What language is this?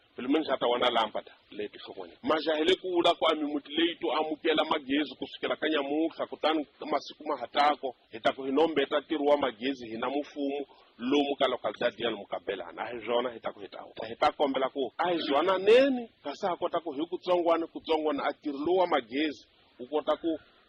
Tsonga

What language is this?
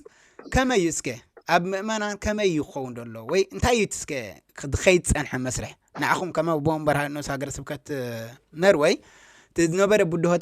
Tigrinya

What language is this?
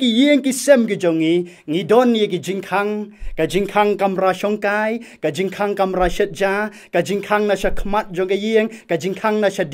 Khasi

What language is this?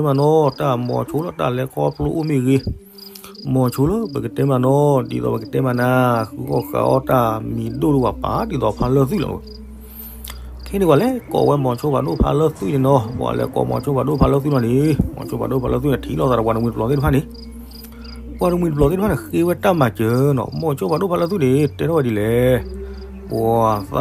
S'gaw Karen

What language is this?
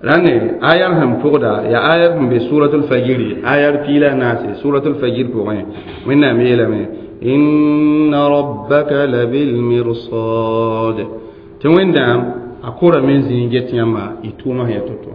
Mossi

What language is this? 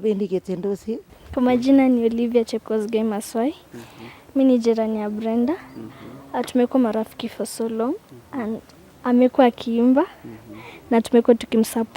Nandi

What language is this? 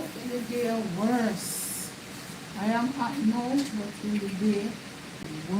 Jamaican Creole English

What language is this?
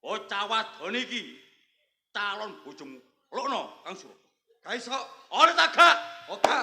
Javanese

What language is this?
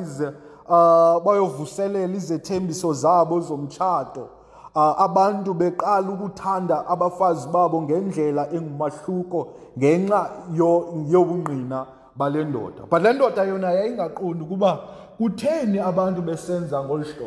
Xhosa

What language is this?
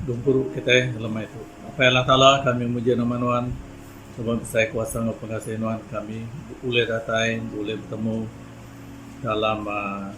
Iban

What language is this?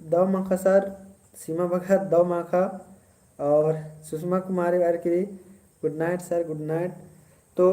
Kurukh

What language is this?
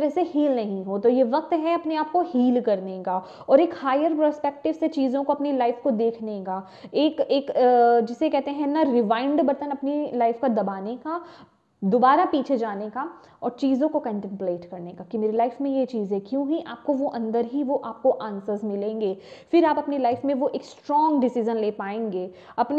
Hindi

